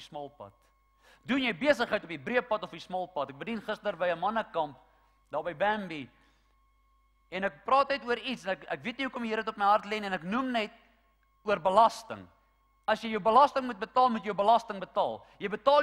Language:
Afrikaans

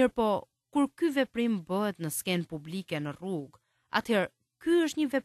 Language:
Albanian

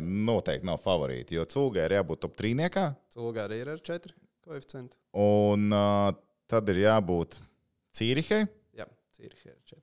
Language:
Latvian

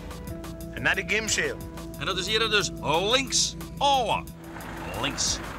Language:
Western Frisian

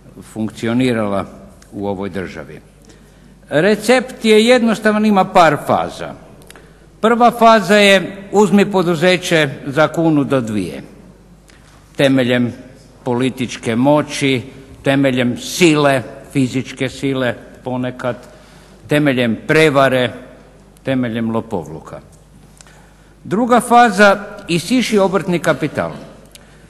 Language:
Croatian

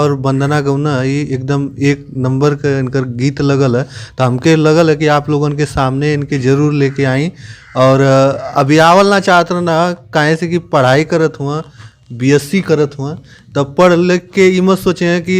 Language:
Bhojpuri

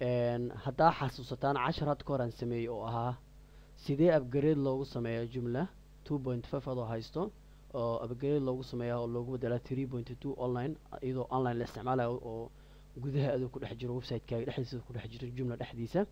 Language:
Somali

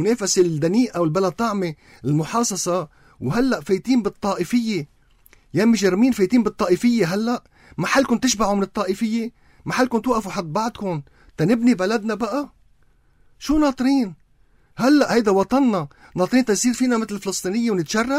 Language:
North Levantine Arabic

